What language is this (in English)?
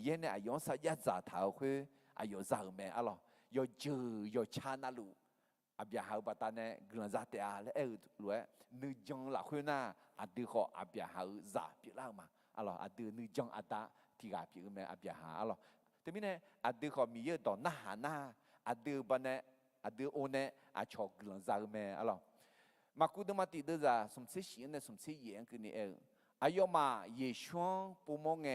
Akha